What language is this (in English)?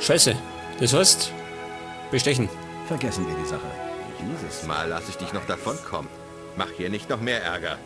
Bavarian